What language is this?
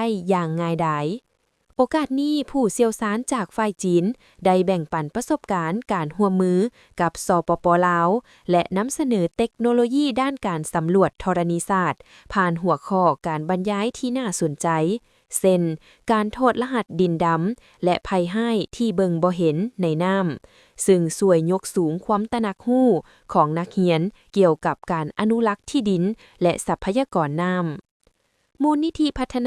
Lao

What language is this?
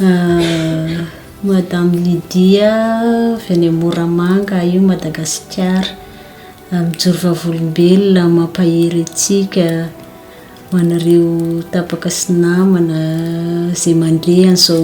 Malagasy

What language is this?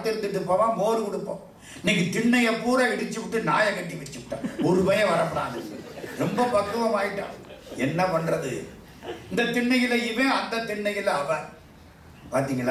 Tamil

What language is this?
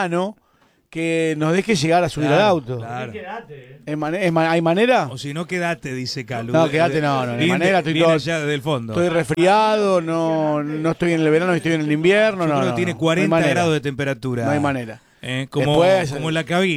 Spanish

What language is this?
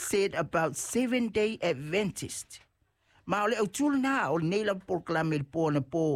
Samoan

